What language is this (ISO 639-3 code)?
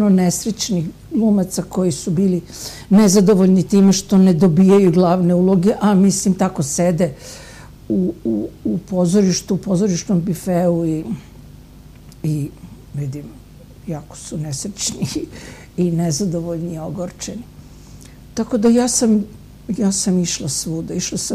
srp